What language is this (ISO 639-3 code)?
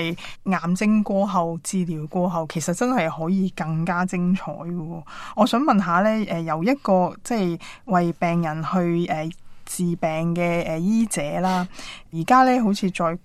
yue